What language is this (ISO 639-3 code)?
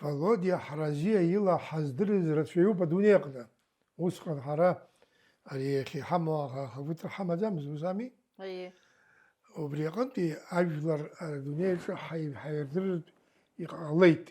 abk